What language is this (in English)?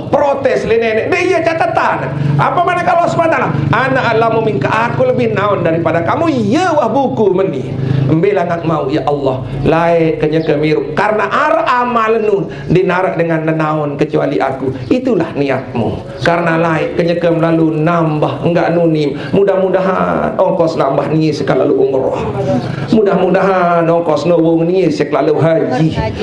Sasak